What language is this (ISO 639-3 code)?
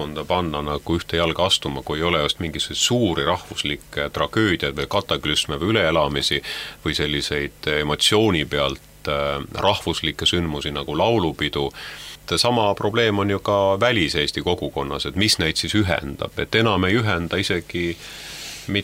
est